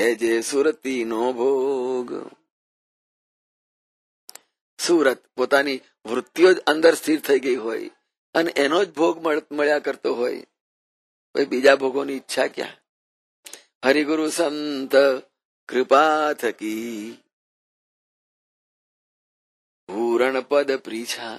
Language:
Gujarati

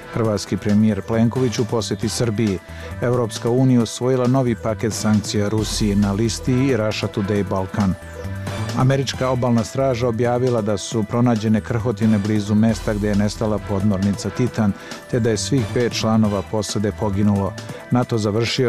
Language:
Bosnian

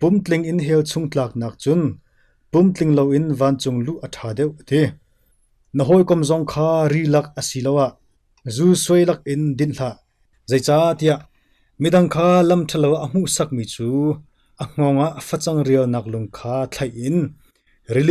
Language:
Hakha Chin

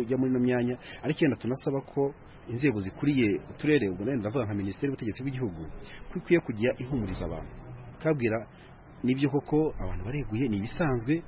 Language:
Kinyarwanda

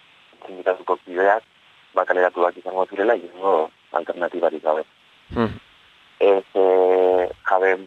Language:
Basque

